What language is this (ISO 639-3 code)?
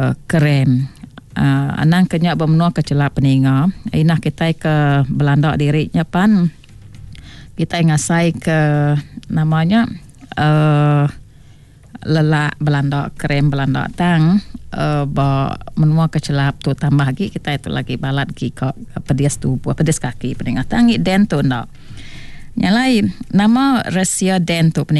iba